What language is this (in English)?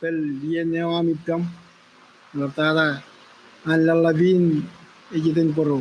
Marshallese